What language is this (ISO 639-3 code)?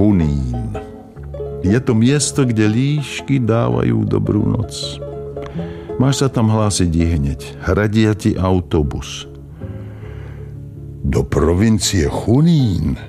slk